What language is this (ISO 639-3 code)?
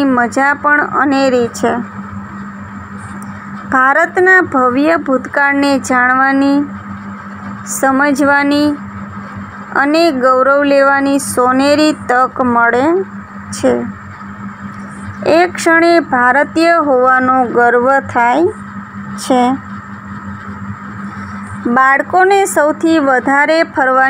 guj